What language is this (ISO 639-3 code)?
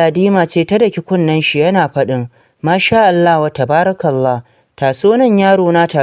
hau